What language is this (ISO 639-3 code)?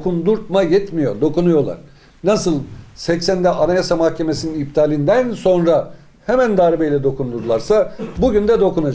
tur